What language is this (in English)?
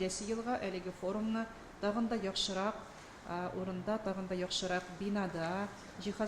Tatar